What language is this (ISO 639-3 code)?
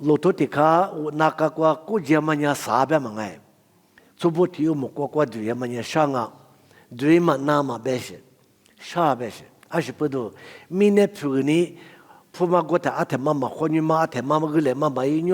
lis